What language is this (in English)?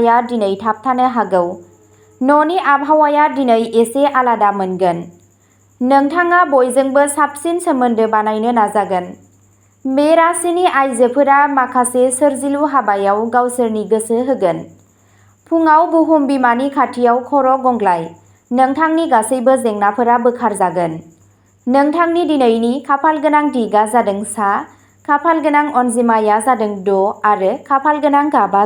Bodo